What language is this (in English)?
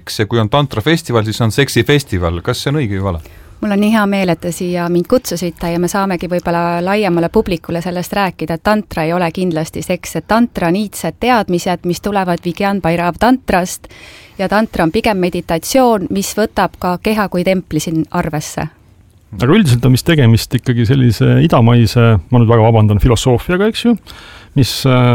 Estonian